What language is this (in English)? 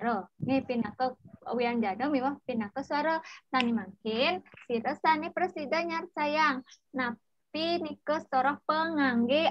Balinese